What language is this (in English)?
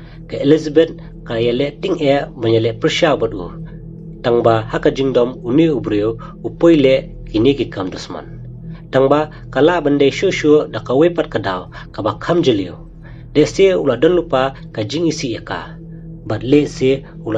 Khasi